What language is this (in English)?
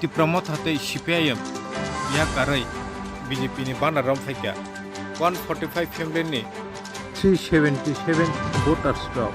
Kok Borok